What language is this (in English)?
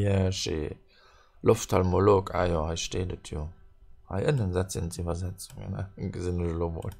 Luxembourgish